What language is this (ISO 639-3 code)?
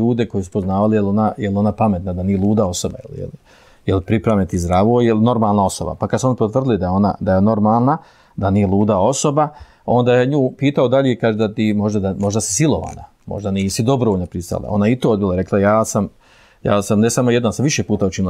bos